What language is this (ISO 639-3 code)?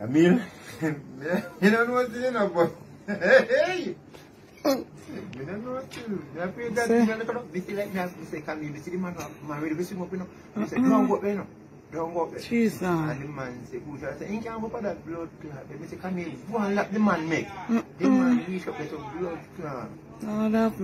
jam